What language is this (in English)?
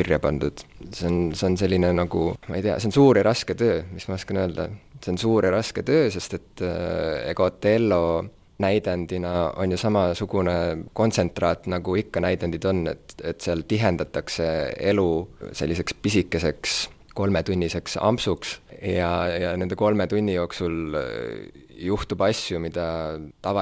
Estonian